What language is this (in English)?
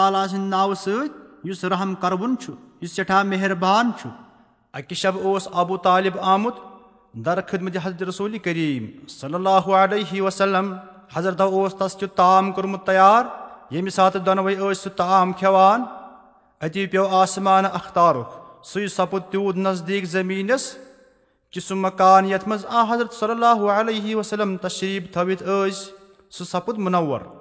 Kashmiri